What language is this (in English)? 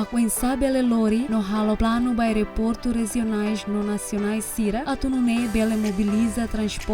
Tetum